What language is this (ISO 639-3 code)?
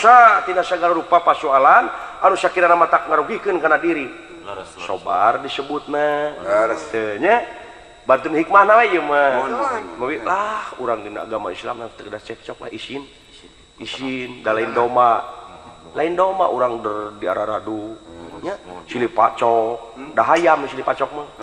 sun